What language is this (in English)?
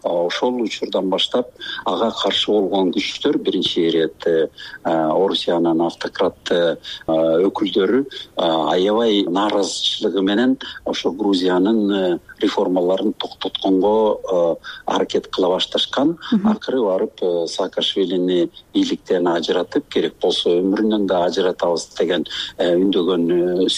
Kyrgyz